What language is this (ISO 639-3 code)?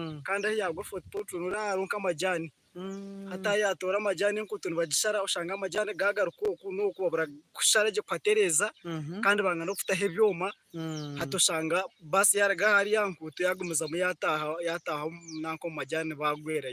nyn